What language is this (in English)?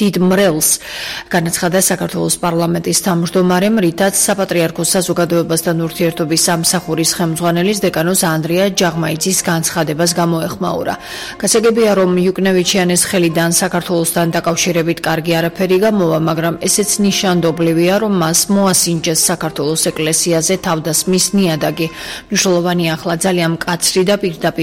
Georgian